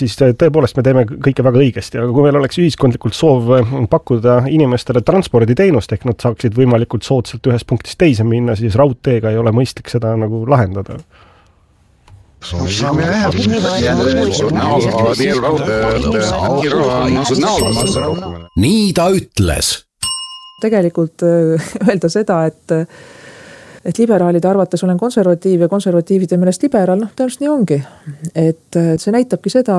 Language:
Estonian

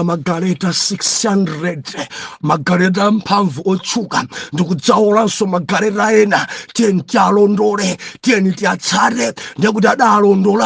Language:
Nyanja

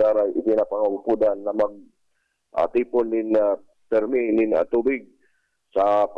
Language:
Bikol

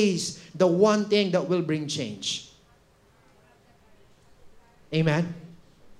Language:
Filipino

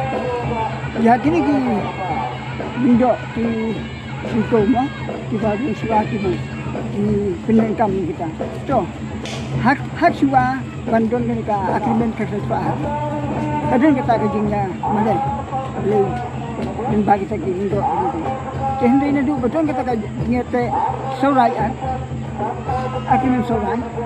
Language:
Khasi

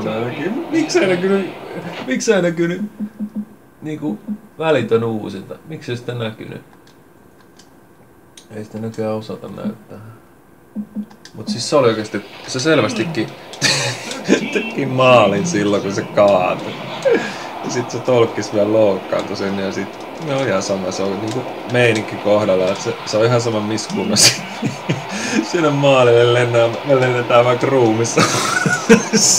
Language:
Finnish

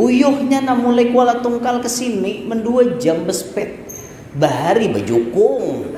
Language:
Banjar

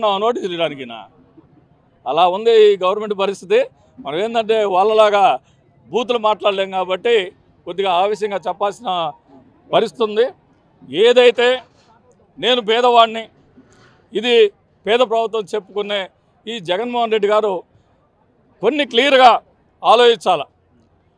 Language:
Telugu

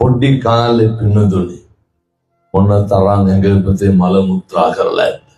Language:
Sinhala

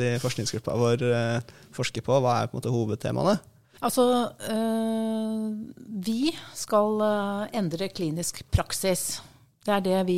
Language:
Norwegian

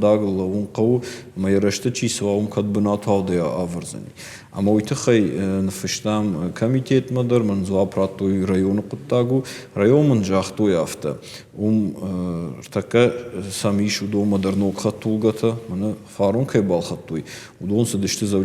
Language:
Ossetic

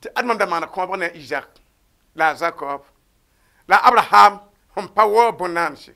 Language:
Mossi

